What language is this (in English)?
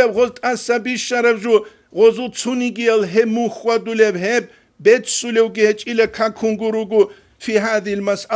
Avaric